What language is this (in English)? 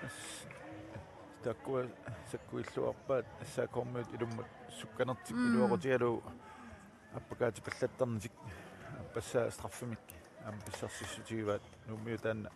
Kalaallisut